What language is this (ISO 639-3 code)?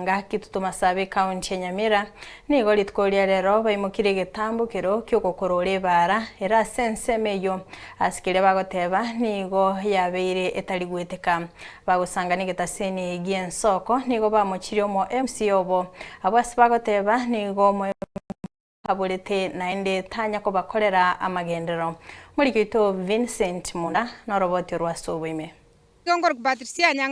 guz